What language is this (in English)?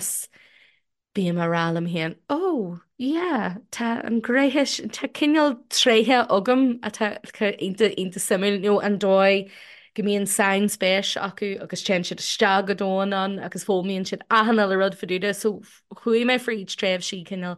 Irish